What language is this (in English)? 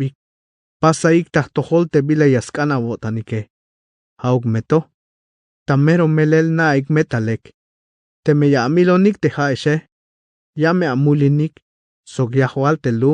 Tzeltal